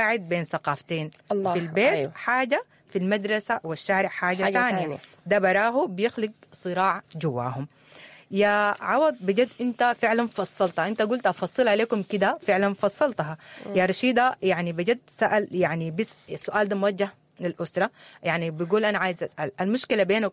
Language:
Sudanese Arabic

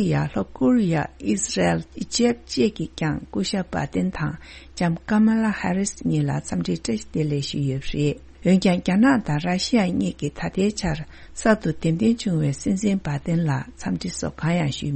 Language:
Tibetan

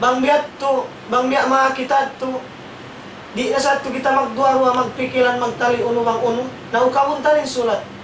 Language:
Tausug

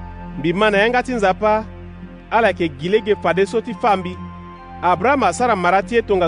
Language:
Sango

